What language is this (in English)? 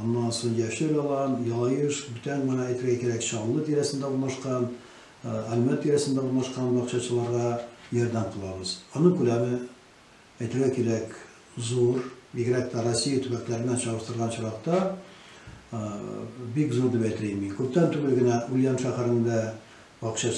Tatar